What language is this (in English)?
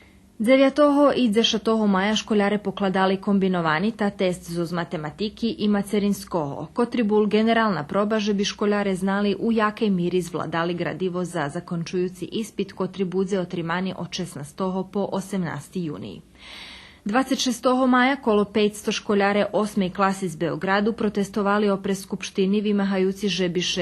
Rusyn